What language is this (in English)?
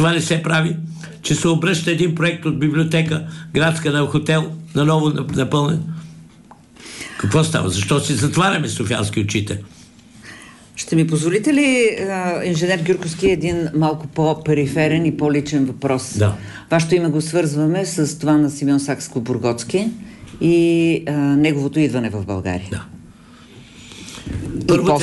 Bulgarian